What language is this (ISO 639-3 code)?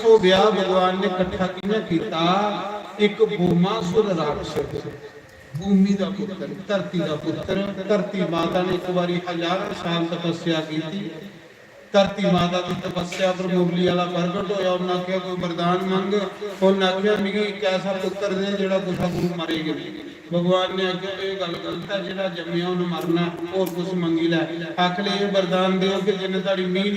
doi